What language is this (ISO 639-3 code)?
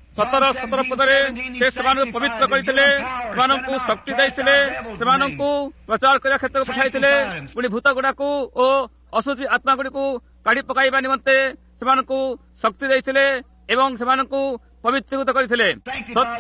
ori